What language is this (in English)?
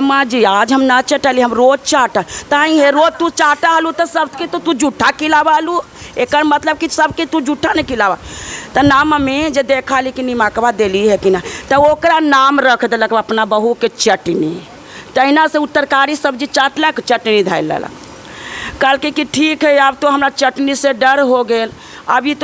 Magahi